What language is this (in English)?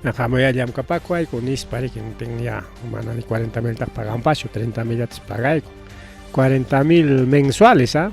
Ayacucho Quechua